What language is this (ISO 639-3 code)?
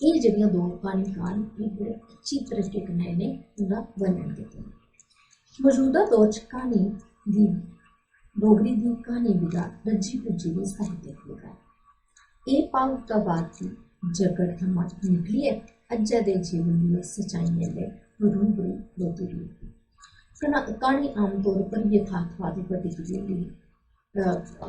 doi